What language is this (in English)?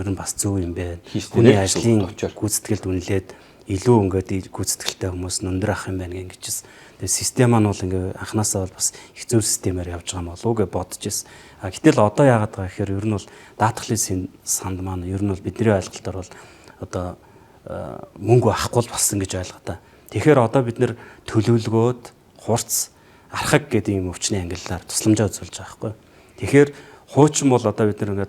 Mongolian